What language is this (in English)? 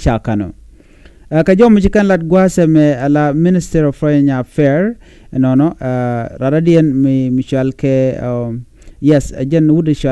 Nuer